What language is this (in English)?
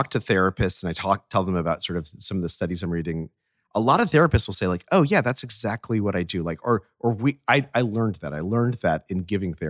English